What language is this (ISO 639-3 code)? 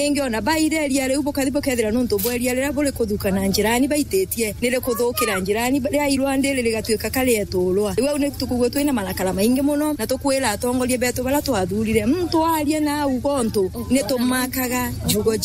mer